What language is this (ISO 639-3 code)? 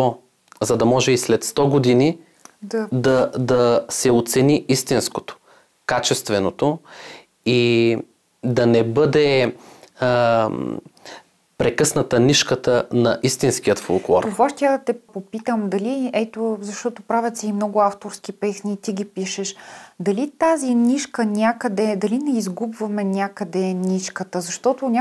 bul